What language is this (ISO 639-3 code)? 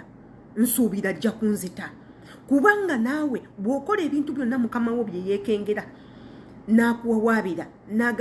lug